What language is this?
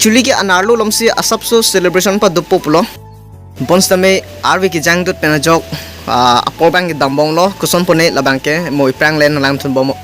Karbi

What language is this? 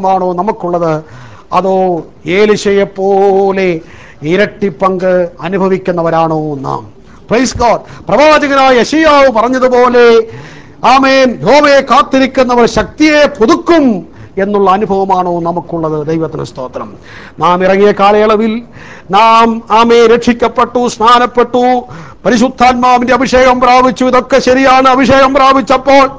Malayalam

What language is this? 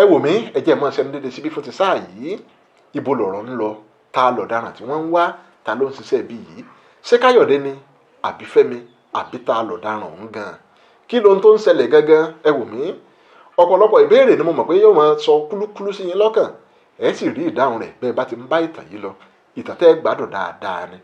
Yoruba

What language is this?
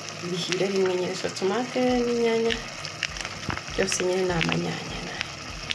Kinyarwanda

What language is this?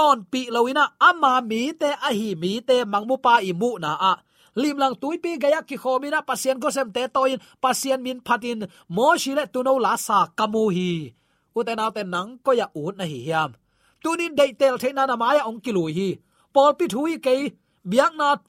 Tedim Chin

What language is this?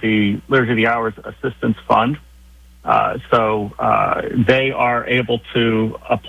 English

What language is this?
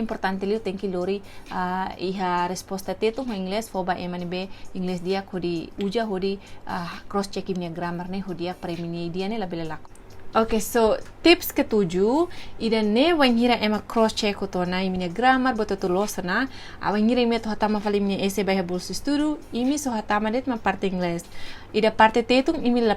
Tetum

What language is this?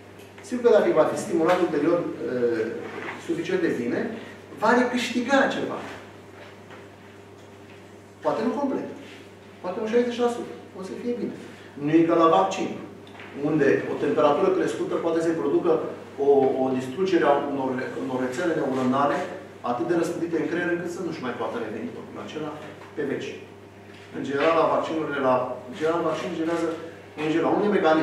Romanian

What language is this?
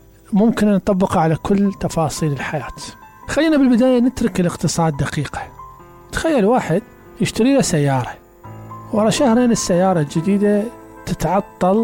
Mesopotamian Arabic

